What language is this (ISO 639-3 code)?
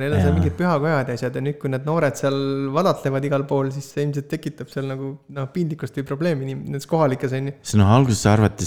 est